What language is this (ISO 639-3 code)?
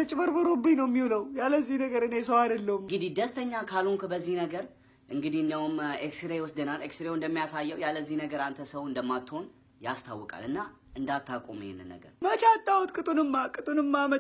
amh